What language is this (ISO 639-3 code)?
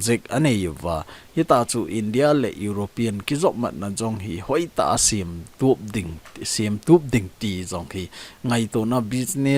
tcz